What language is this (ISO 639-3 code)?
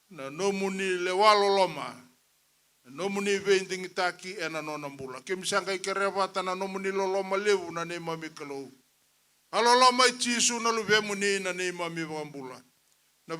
fij